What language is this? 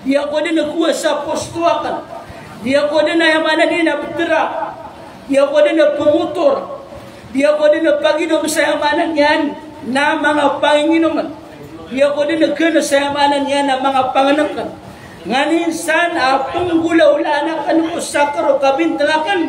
Maranao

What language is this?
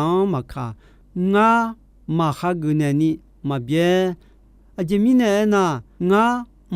Akha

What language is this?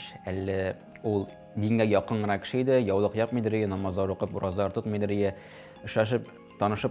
Tatar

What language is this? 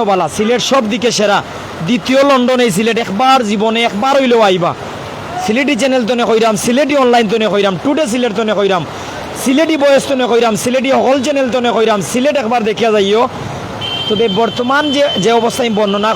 Sylheti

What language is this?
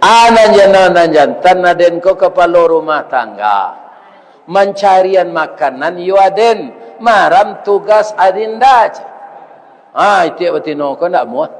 Minangkabau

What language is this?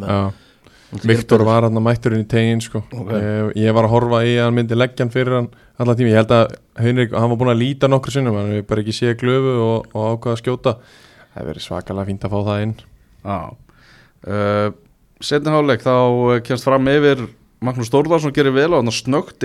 Icelandic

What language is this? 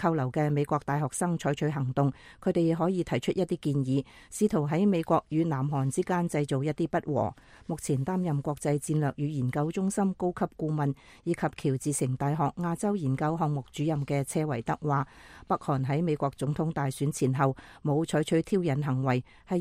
Cantonese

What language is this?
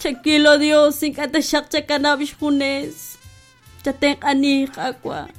Kekchí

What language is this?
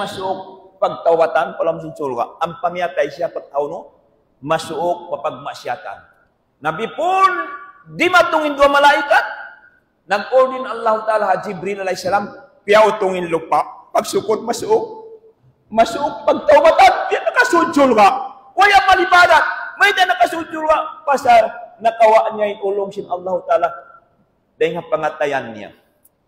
Tausug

